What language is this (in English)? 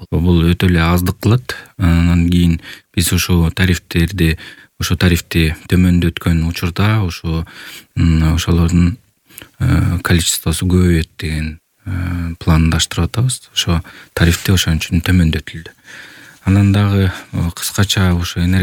Kyrgyz